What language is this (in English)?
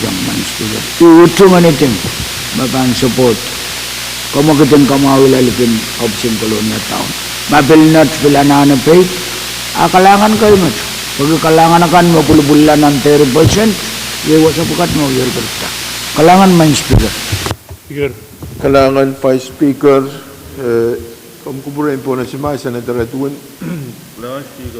Pohnpeian